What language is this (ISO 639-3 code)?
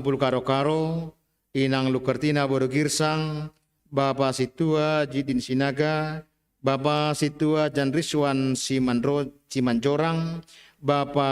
bts